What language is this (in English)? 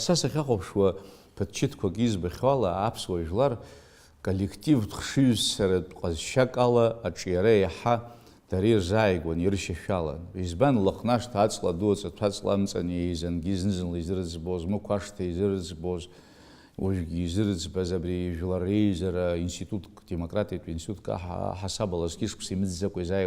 Abkhazian